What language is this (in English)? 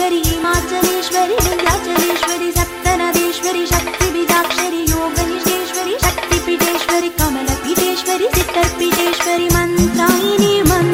Tamil